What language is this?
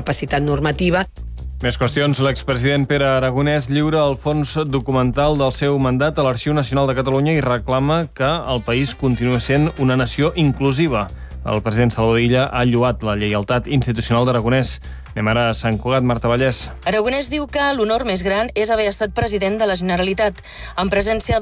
Catalan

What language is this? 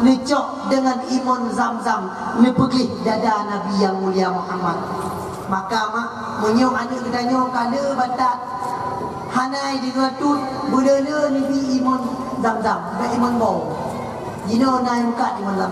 Achinese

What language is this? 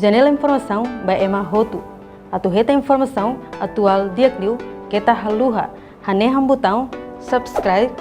Tetum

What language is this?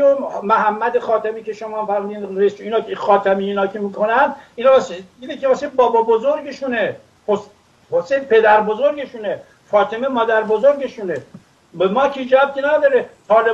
Persian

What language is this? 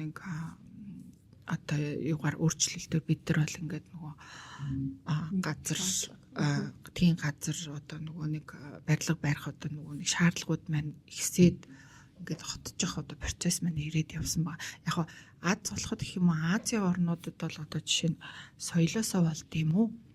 Mongolian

